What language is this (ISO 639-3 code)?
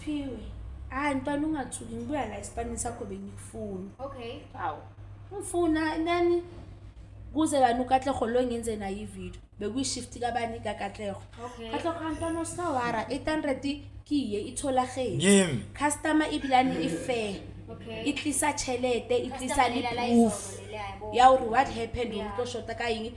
zul